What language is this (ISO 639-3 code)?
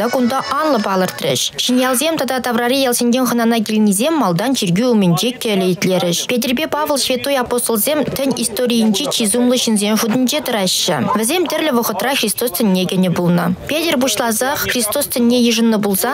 chv